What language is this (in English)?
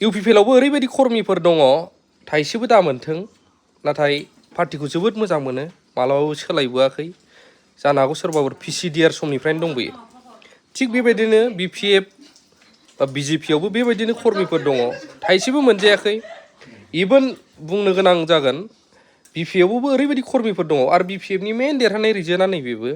Bodo